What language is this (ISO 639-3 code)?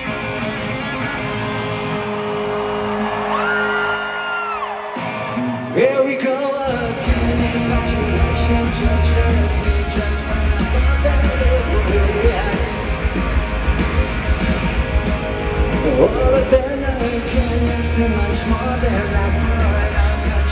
eng